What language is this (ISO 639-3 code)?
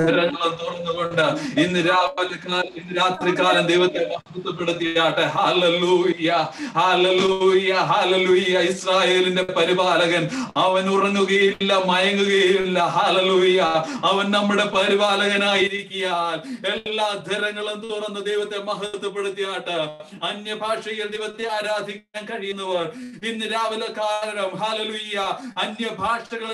mal